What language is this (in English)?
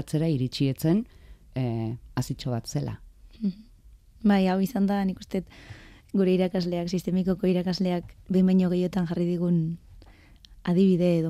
Basque